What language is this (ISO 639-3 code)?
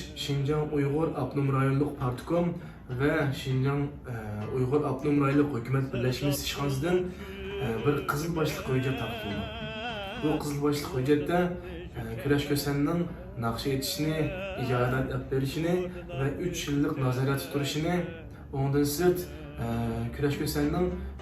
uig